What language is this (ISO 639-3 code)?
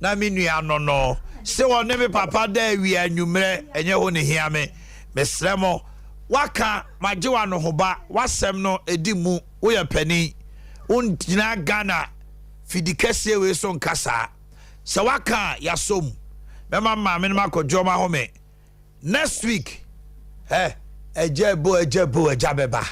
aka